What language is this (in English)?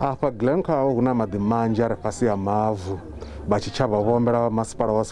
Venda